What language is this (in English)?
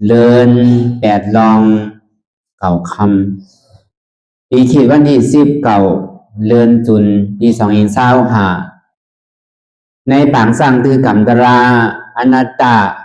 Shan